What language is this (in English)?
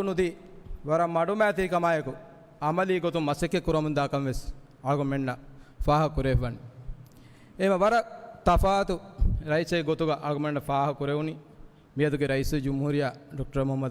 Divehi